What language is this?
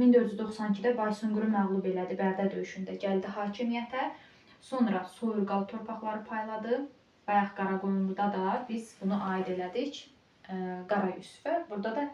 Azerbaijani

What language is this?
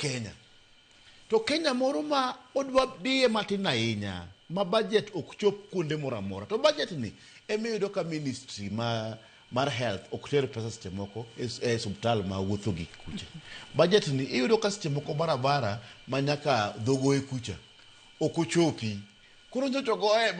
Luo (Kenya and Tanzania)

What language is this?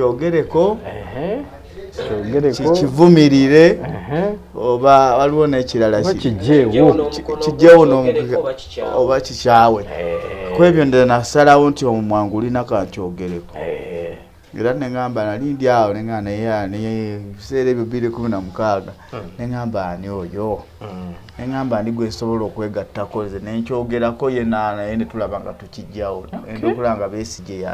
Ganda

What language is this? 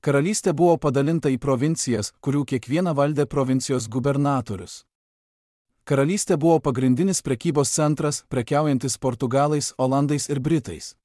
Lithuanian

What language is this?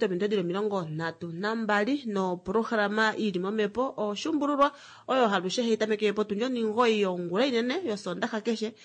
Kuanyama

